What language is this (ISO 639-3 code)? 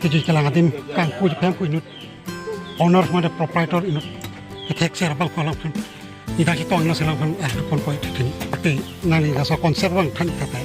mjw